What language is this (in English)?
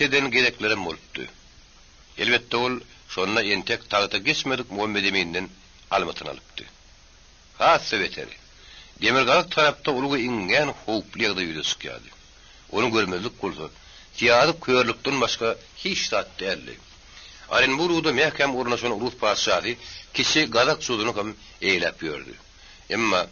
Turkmen